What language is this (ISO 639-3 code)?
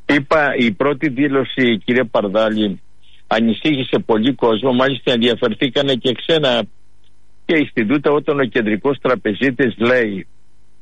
ell